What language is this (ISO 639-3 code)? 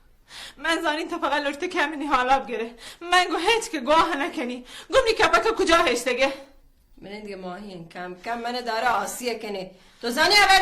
bal